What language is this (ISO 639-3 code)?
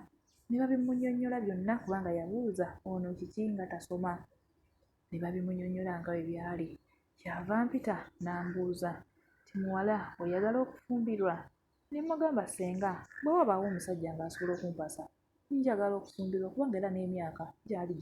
lug